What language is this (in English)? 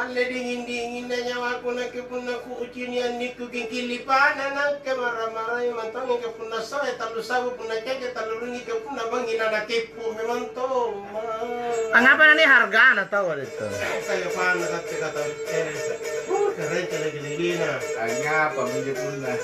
Makasar